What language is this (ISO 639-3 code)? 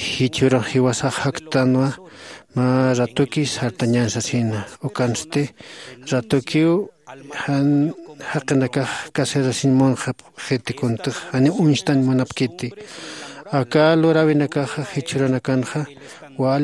aym